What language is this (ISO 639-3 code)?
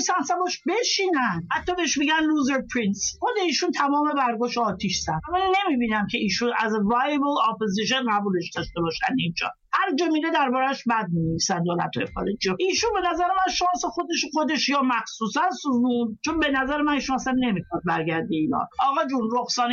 fas